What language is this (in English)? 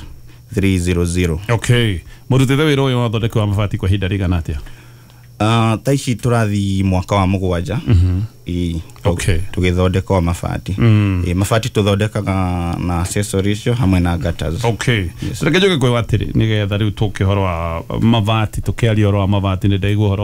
Kikuyu